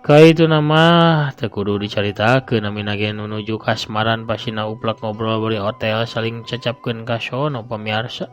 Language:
Sundanese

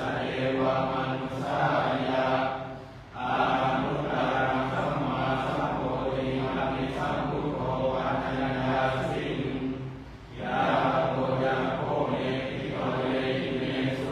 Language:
Pali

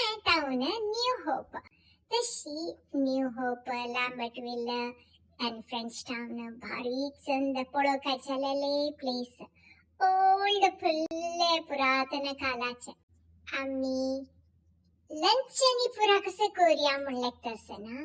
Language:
Konkani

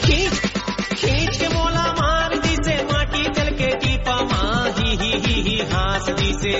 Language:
Chhattisgarhi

